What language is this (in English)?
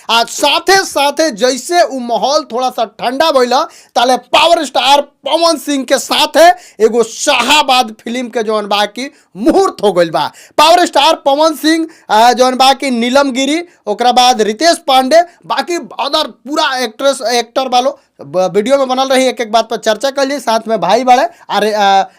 Bhojpuri